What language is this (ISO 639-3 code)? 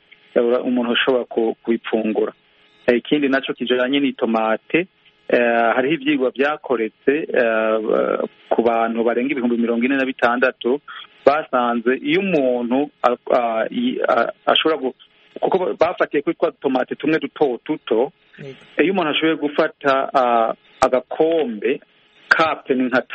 kin